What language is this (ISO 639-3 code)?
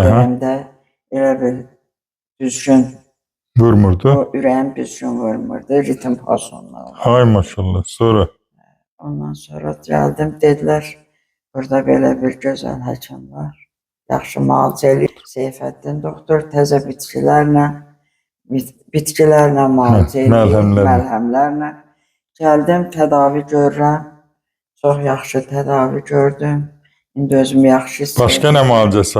aze